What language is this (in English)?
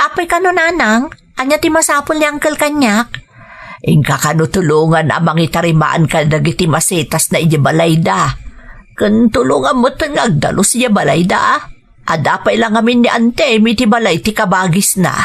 Iloko